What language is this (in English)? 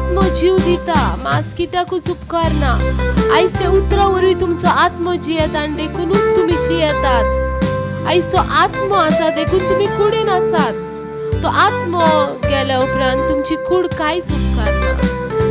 Konkani